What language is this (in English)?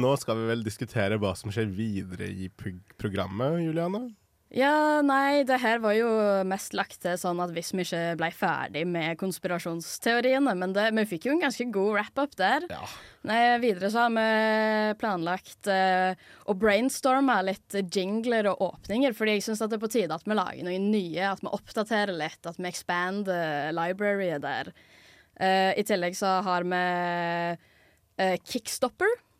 Norwegian